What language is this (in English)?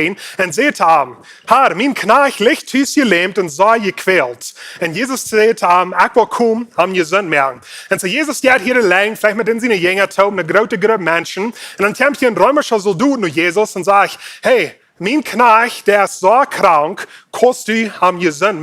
Plautdietsch